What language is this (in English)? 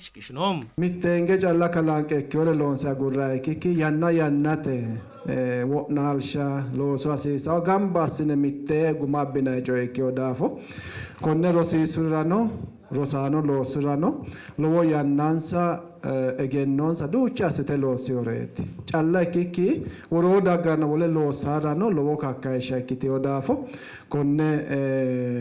Sidamo